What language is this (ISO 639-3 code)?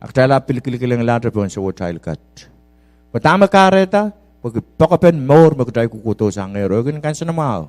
pon